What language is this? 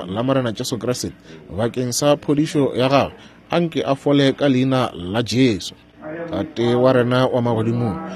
Northern Sotho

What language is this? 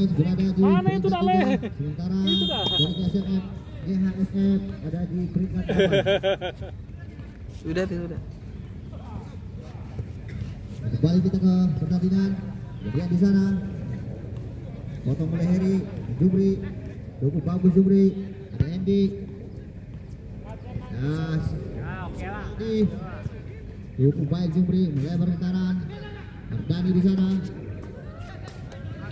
Indonesian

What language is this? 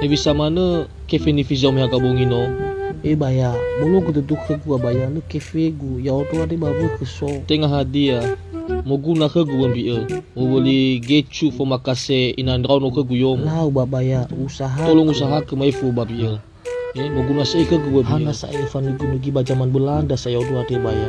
Nias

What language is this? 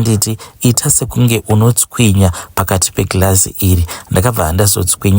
Shona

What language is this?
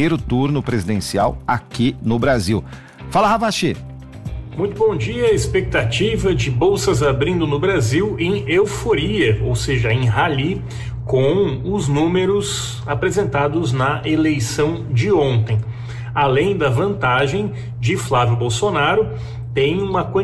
Portuguese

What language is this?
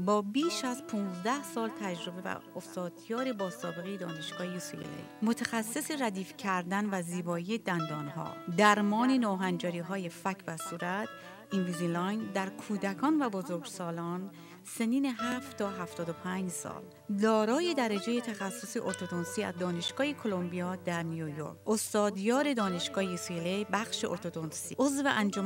Persian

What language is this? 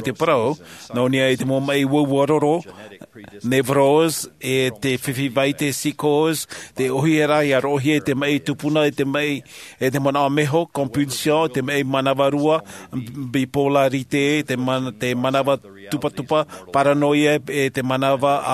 Tahitian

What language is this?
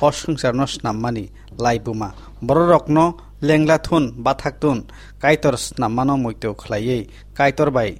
Kok Borok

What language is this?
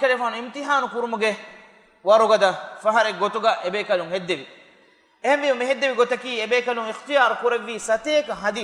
Divehi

